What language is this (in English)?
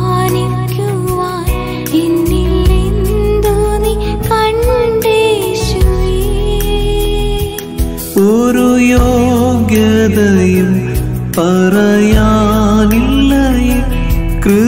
Malayalam